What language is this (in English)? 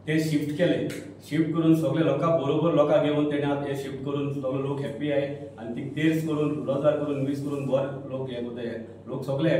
Konkani